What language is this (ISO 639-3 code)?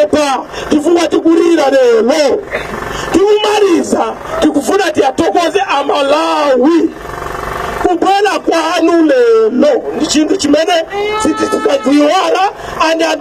nya